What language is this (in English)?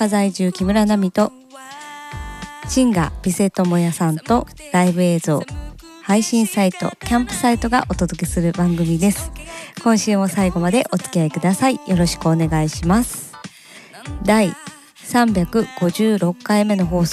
Japanese